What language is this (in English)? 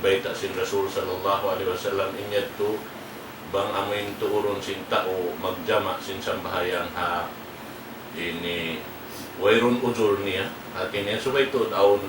Tausug